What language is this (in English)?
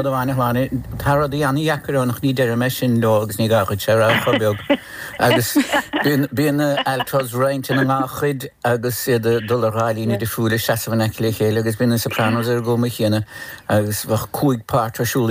Irish